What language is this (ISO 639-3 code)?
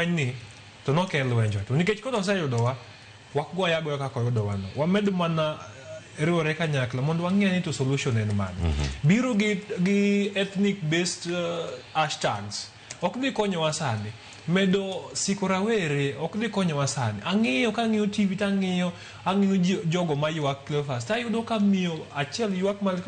luo